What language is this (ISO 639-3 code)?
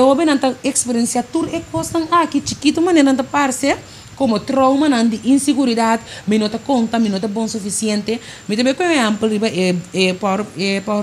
pap